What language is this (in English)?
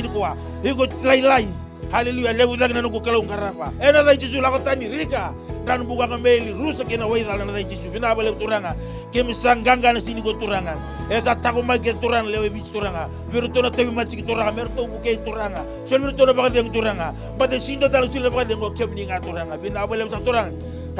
Fijian